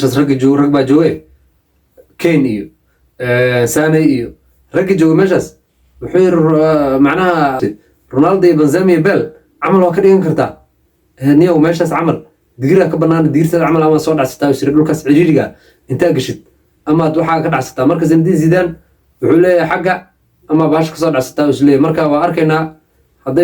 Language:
Somali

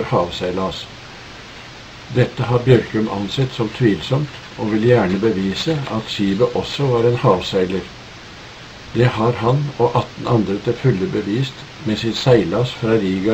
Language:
Norwegian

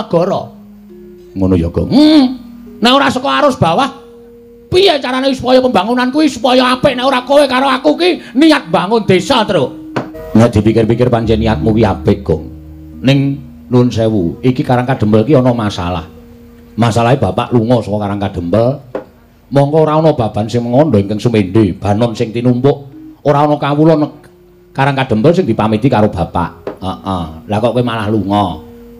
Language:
Javanese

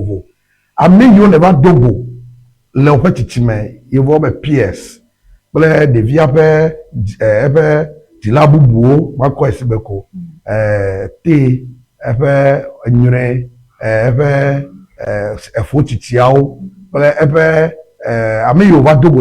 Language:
Ewe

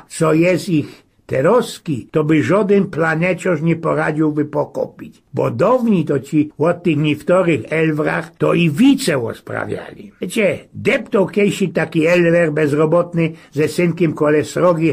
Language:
Silesian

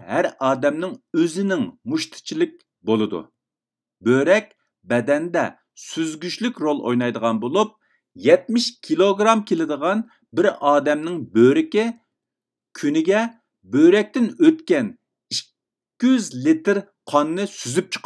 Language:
Uyghur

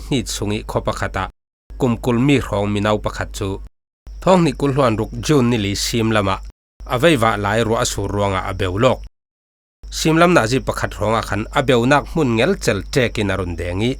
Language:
Falam Chin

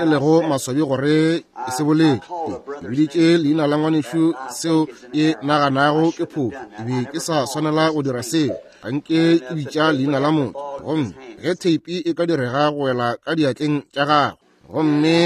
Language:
Northern Sotho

